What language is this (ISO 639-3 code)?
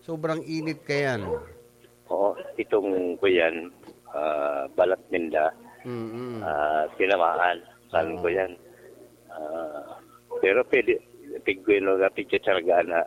bik